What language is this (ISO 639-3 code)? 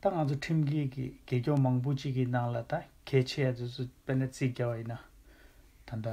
bod